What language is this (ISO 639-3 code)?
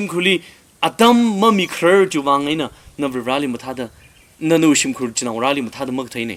nmf